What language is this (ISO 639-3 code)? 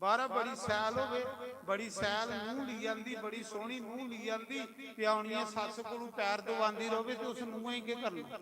doi